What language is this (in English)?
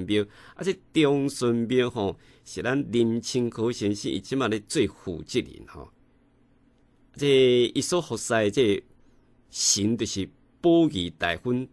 Min Nan Chinese